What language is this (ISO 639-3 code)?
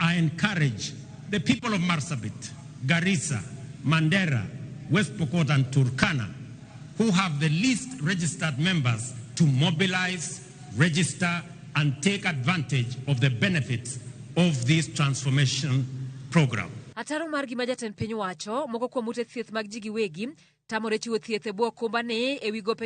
luo